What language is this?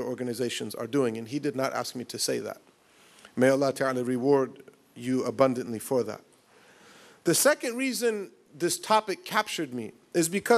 English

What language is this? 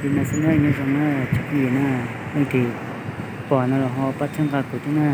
Hmong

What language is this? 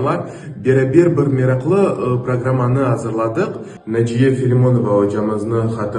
Crimean Tatar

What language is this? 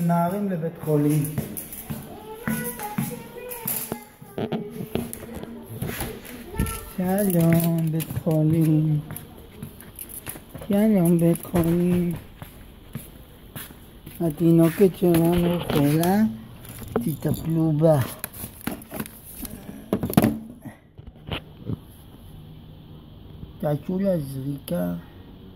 Hebrew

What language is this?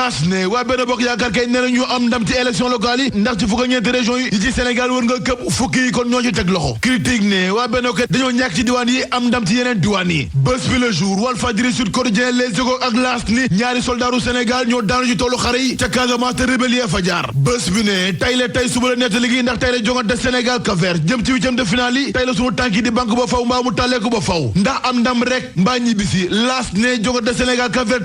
Wolof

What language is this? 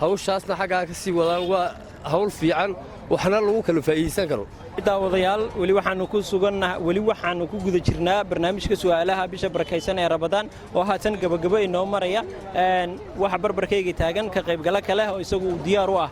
Somali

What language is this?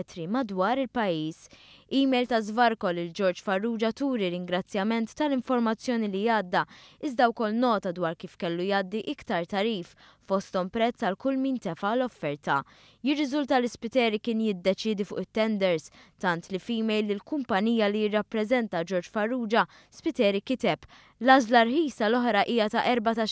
Maltese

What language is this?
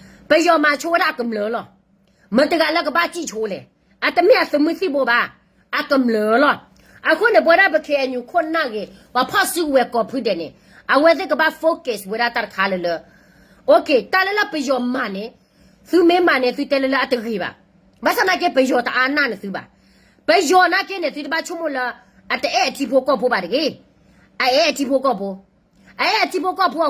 S'gaw Karen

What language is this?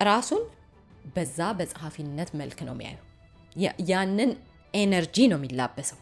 Amharic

